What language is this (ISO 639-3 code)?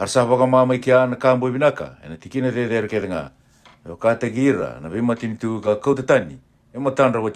fij